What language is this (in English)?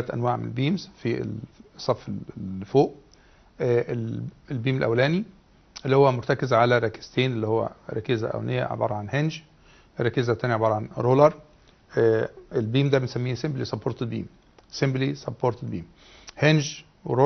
Egyptian Arabic